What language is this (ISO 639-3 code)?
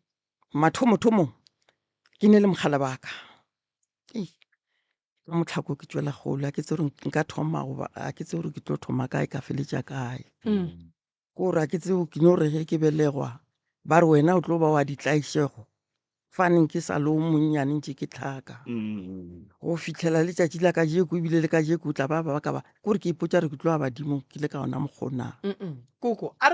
nso